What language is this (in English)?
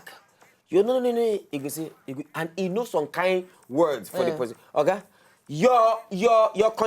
Nigerian Pidgin